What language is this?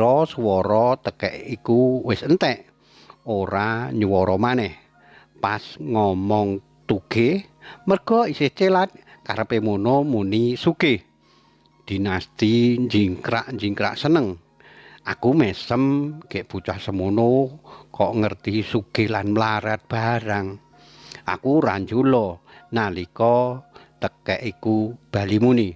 Javanese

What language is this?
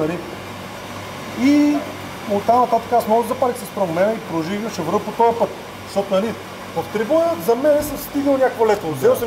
Bulgarian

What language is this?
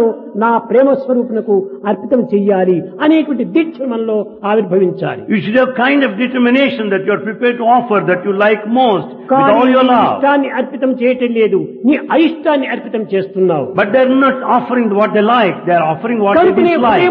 Telugu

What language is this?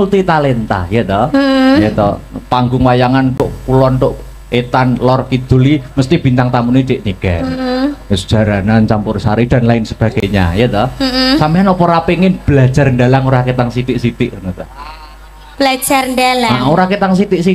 Javanese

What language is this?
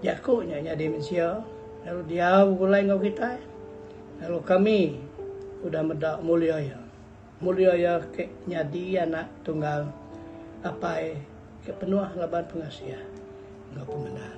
Iban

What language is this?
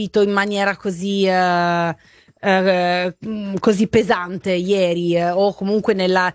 Italian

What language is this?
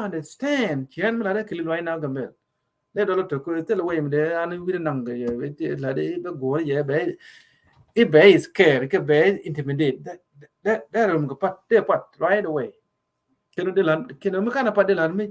Nuer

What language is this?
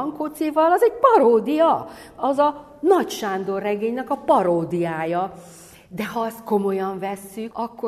Hungarian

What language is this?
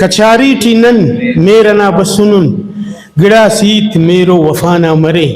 Brahui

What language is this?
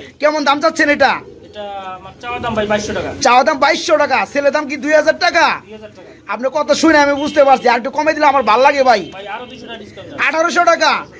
Bangla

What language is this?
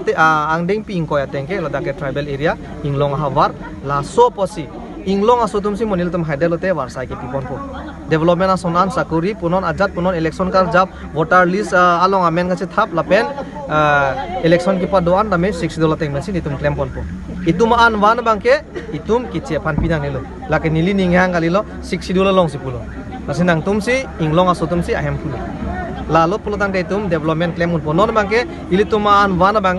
Karbi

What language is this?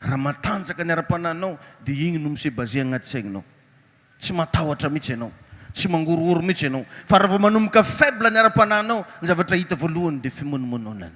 Malagasy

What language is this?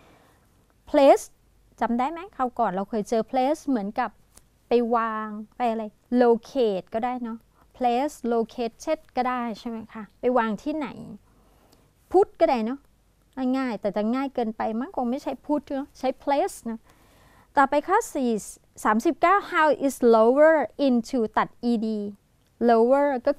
Thai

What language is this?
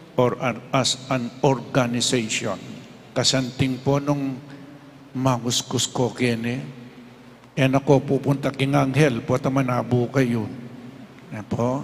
Pampanga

